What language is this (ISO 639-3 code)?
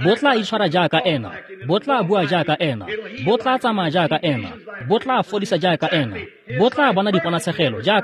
tsn